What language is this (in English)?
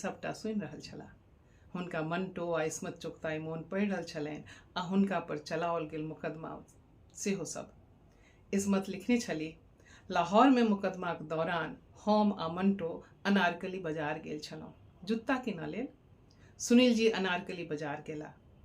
Maithili